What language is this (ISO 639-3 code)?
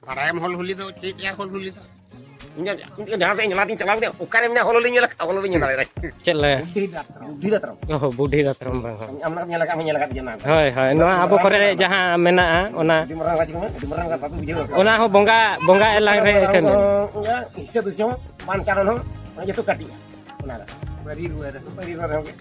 sat